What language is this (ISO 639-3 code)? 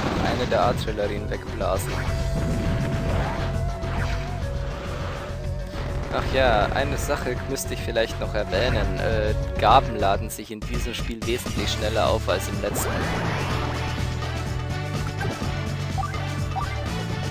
deu